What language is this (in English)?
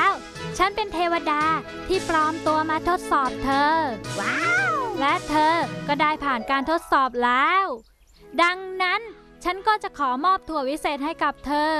Thai